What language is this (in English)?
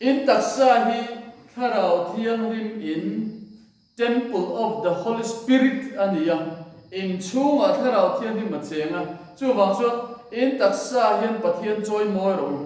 Mizo